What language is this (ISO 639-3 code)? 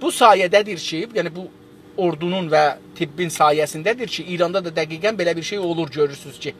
azb